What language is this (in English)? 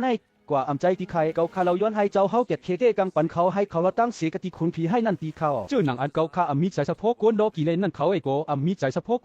Shan